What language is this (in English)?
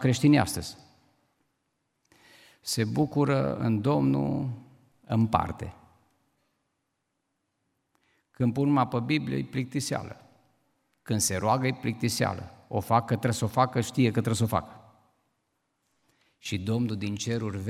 Romanian